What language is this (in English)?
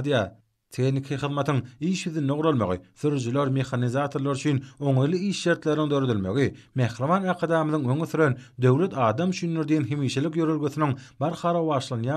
Turkmen